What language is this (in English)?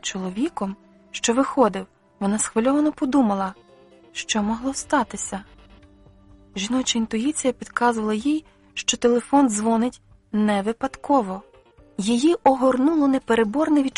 Ukrainian